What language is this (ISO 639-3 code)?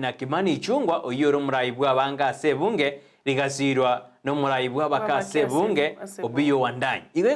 guz